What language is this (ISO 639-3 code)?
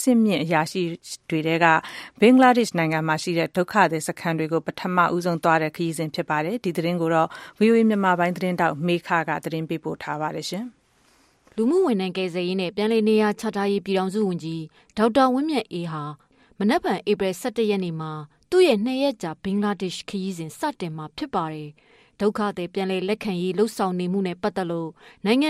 mya